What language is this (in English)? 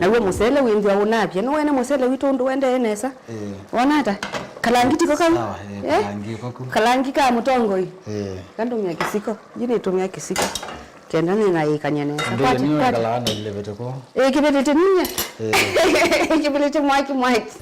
Kamba